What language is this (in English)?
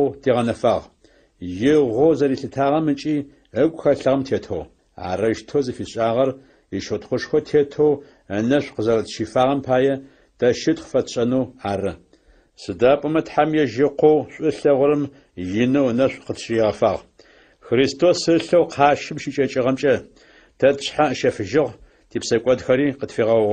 Adyghe